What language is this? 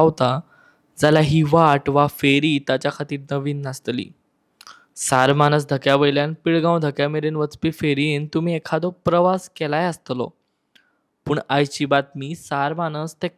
Konkani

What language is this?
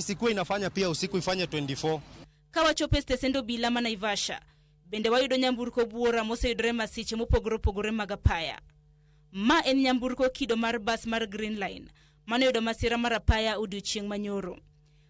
Luo (Kenya and Tanzania)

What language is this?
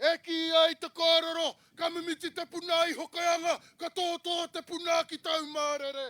Māori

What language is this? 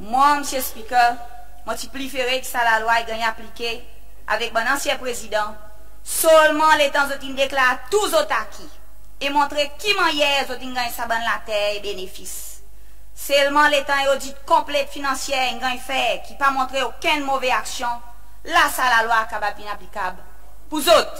Seselwa Creole French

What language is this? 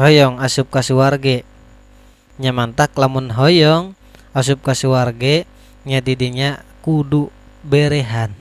Sundanese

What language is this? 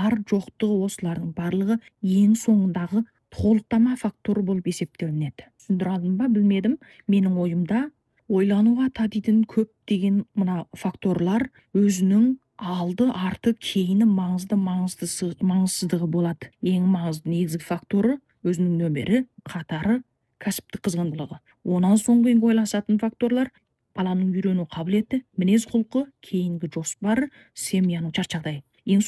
Kazakh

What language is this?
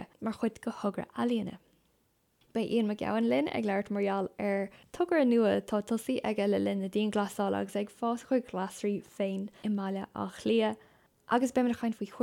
Irish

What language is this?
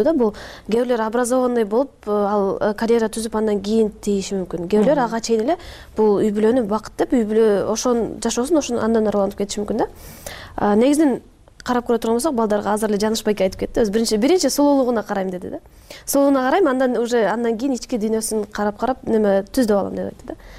Kyrgyz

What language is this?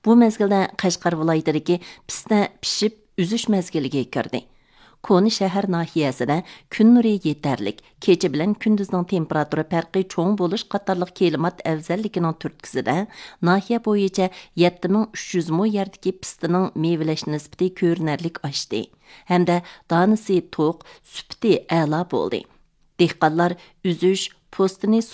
Uyghur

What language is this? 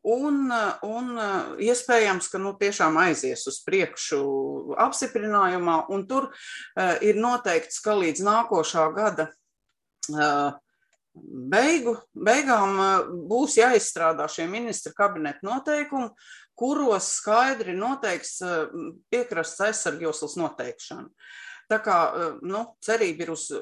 Latvian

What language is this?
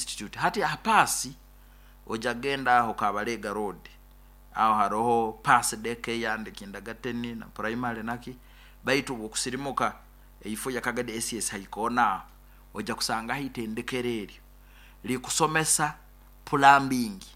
Nyoro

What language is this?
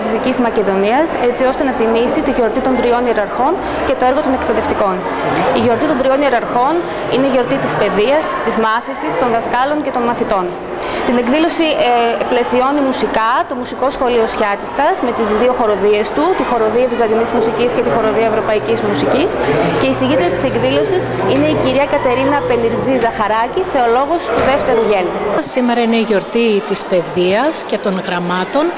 Greek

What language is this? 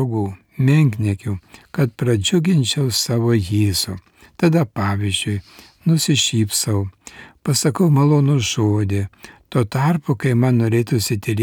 Lithuanian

